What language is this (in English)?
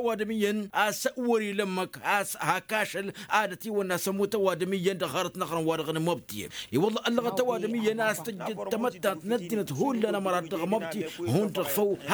Tamasheq